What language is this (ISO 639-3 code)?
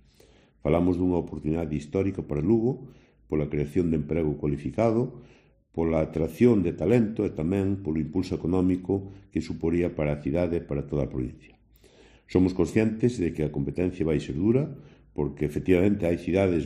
glg